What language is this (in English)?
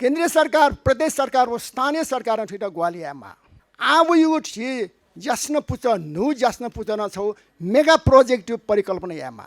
Newari